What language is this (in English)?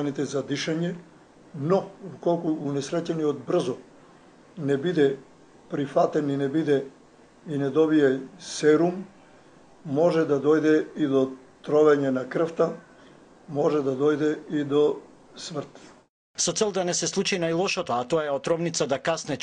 Macedonian